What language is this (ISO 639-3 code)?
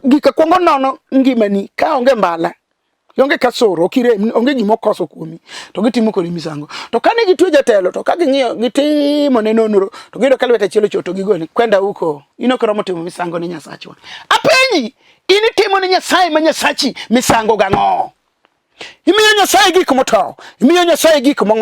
luo